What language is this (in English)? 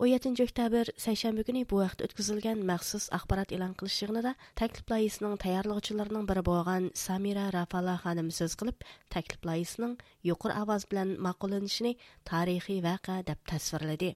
Uyghur